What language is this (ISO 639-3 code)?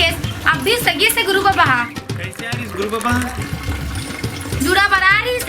hne